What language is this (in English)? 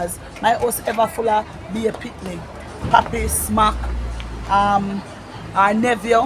Jamaican Creole English